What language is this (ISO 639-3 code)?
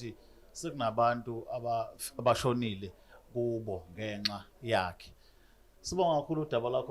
zul